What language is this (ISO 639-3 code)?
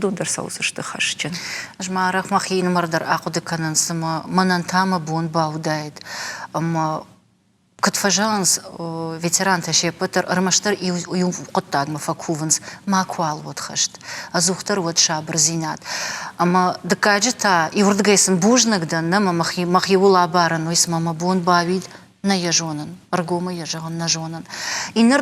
oss